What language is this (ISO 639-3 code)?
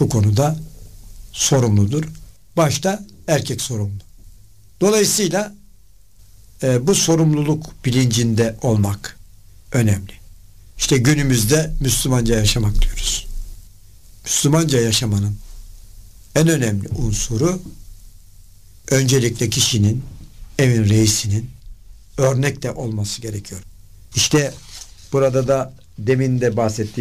tur